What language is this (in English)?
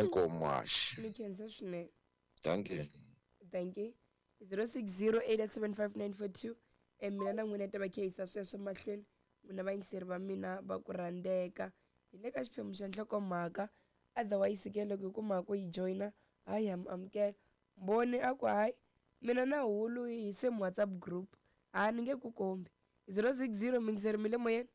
Tsonga